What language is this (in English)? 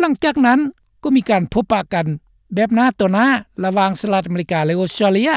Lao